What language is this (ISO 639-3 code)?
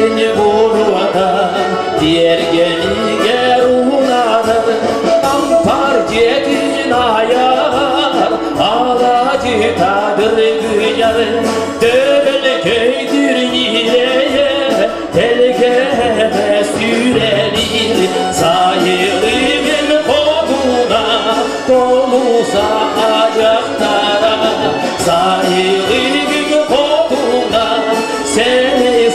sah